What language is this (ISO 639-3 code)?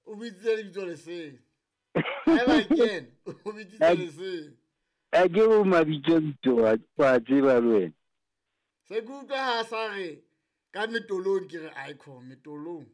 sot